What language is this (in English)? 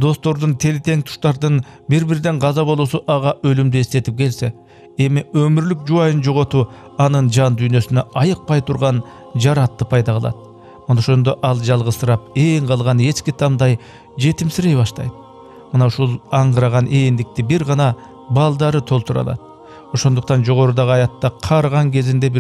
Kyrgyz